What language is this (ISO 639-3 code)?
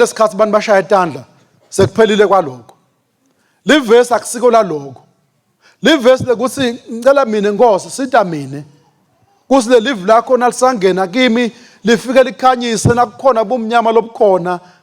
ssw